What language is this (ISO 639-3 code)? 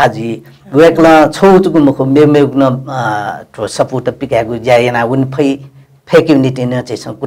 new